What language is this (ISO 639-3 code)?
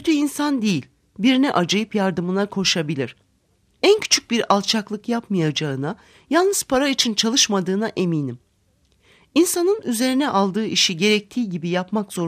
tur